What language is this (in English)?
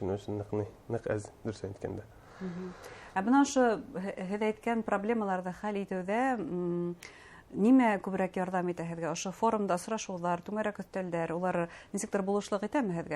Bashkir